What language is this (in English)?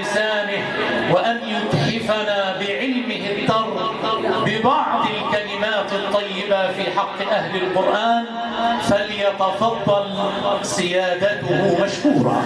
Egyptian Arabic